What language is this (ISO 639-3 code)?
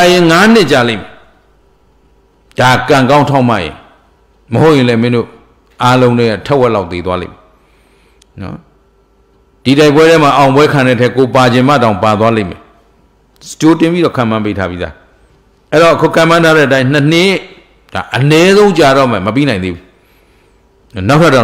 mya